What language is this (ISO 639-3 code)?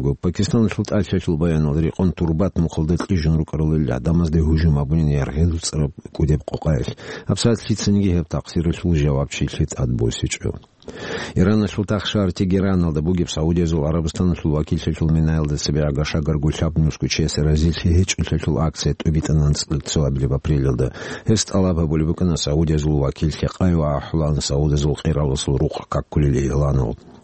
ava